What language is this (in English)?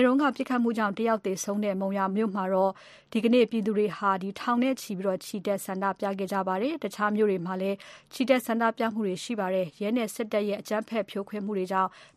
Burmese